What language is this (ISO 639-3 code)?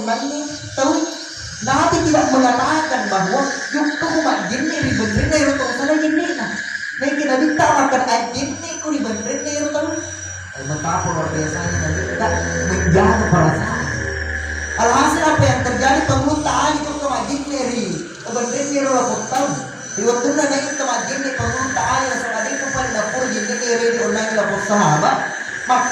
bug